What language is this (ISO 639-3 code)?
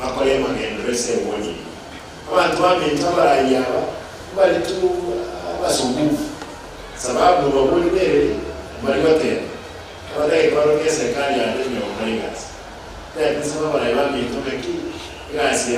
guz